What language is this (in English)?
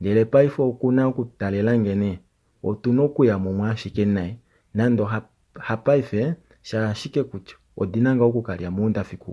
Kuanyama